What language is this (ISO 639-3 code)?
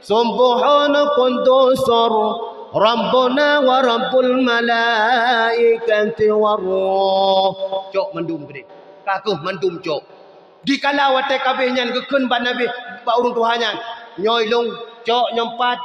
ace